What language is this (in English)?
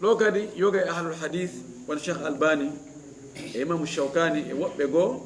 Fula